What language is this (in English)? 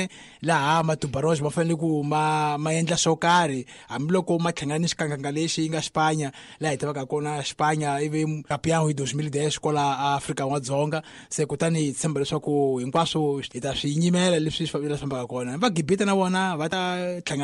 Tsonga